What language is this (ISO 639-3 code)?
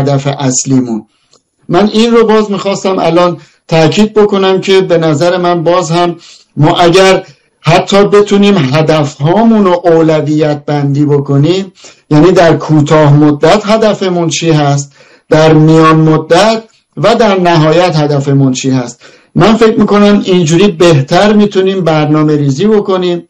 fas